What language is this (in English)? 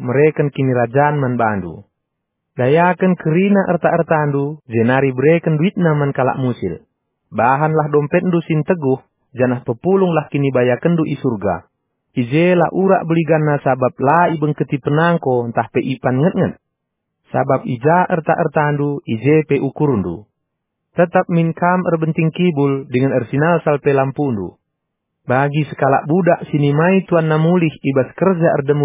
Batak Karo